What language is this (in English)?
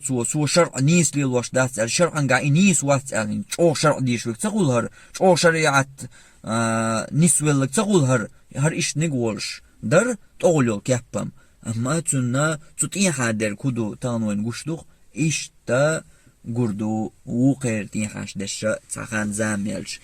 Chechen